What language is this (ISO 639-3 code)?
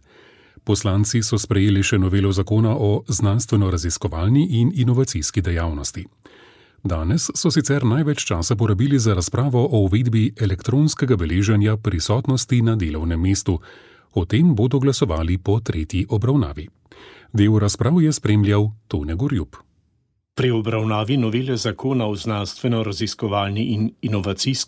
slv